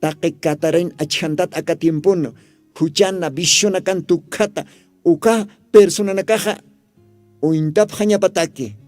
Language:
Aymara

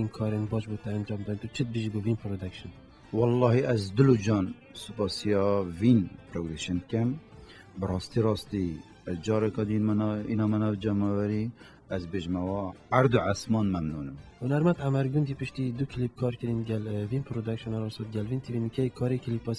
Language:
Kurdish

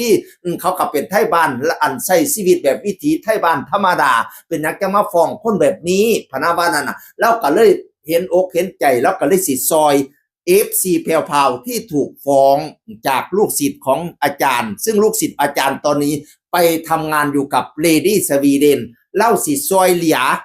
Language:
Northeastern Thai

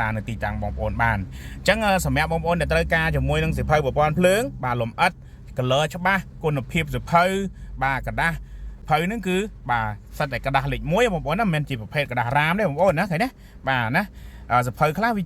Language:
Khmer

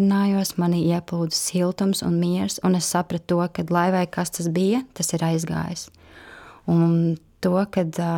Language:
Latvian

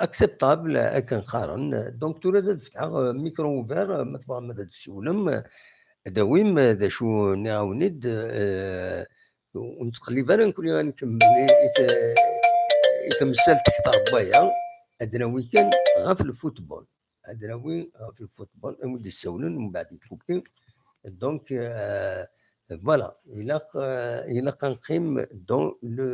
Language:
Kabyle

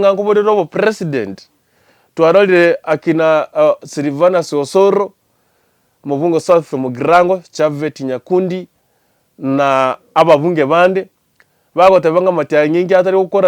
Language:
Gusii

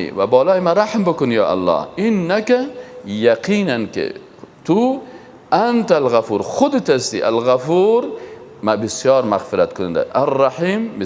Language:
Persian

